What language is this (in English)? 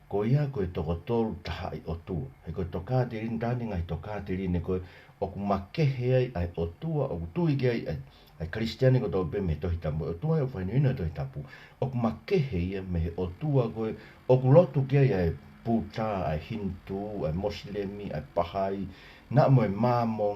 Tongan